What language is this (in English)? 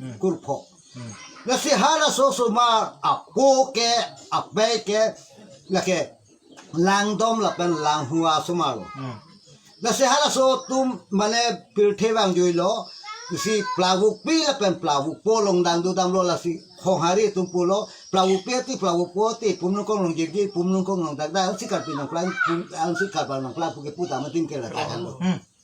Karbi